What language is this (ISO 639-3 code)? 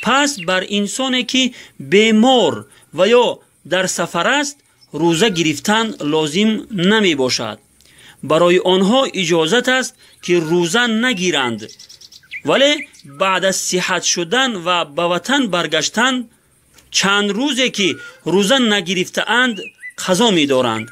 tgk